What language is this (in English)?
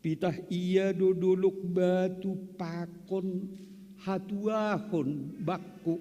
Batak Simalungun